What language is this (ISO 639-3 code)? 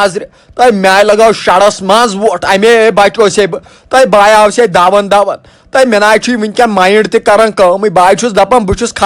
kas